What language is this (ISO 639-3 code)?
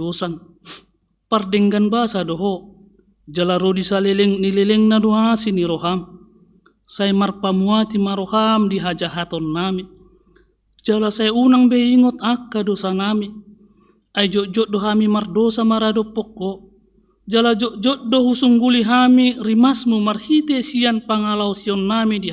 bbc